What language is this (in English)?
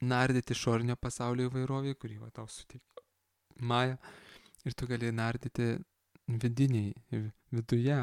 Lithuanian